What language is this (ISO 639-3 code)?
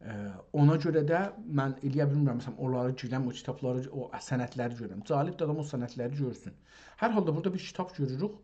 azb